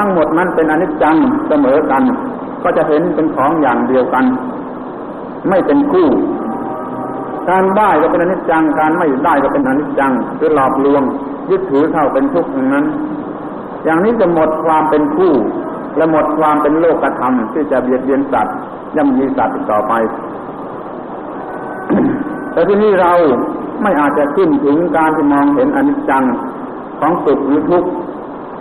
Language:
Thai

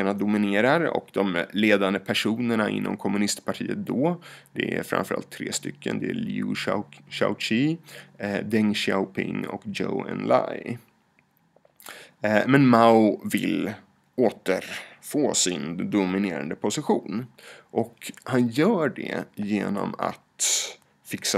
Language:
Swedish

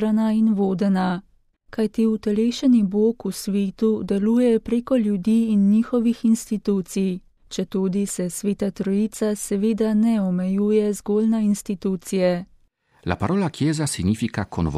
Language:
Slovenian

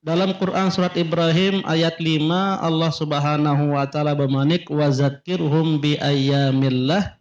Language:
Sasak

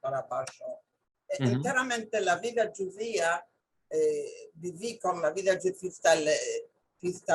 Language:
Ladino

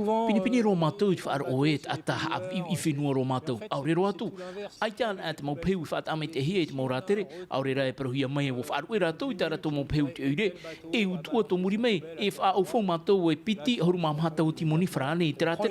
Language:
Tahitian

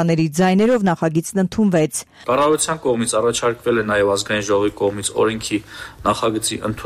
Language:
Armenian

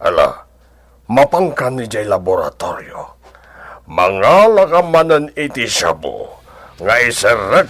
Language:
Iloko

